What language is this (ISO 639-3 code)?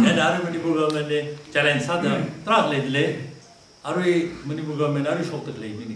nmf